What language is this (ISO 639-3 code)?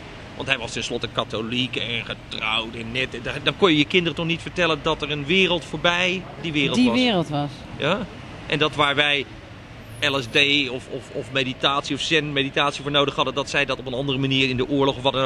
nld